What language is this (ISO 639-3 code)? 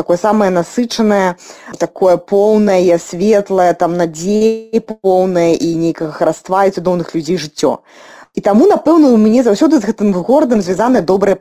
bel